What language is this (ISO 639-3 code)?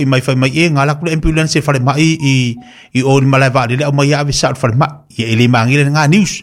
smo